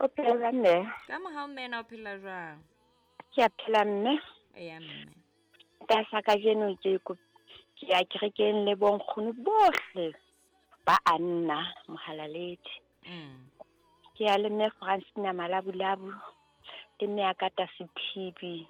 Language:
Southern Sotho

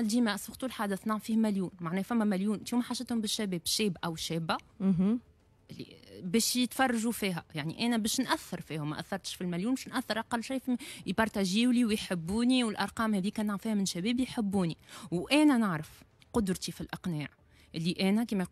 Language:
Tunisian Arabic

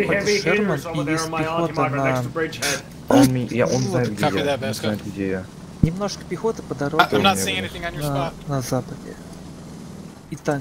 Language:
Russian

